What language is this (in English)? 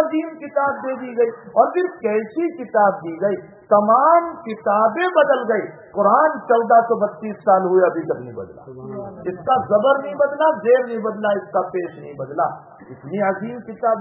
Urdu